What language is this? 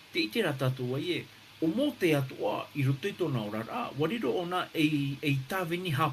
Tahitian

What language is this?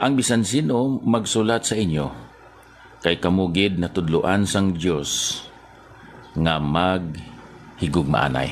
Hiligaynon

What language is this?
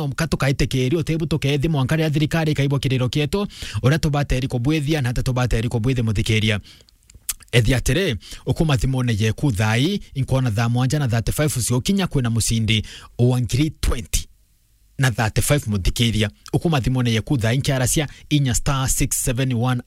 Meru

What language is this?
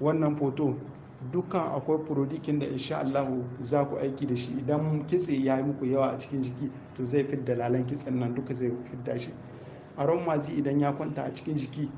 Hausa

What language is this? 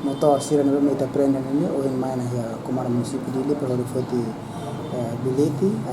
Tetum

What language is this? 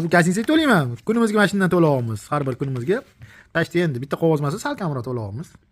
Uzbek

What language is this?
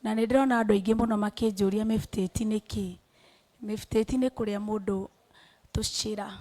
Kikuyu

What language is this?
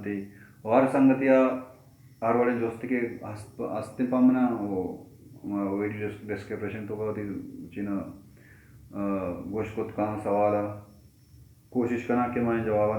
Baluchi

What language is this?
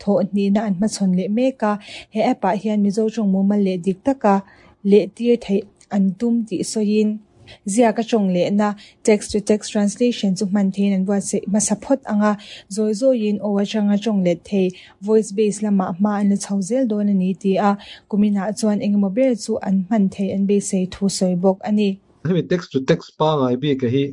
Mizo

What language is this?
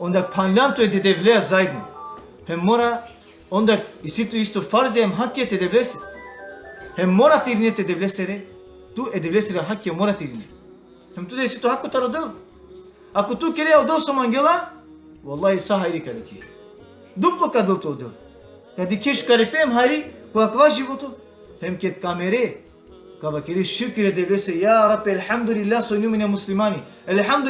Balkan Romani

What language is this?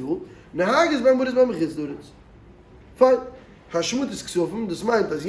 Yiddish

